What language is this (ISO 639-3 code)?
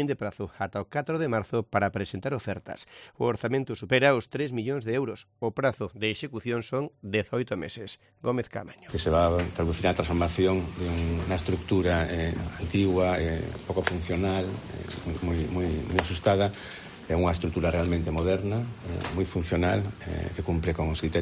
glg